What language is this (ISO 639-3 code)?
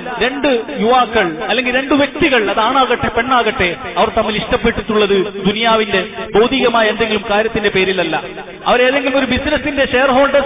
mal